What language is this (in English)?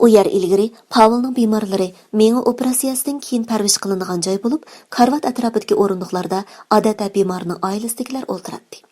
Uyghur